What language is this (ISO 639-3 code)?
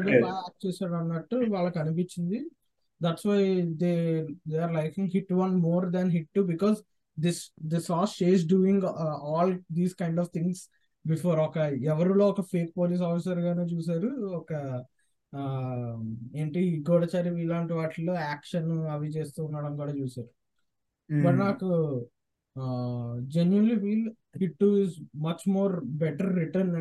tel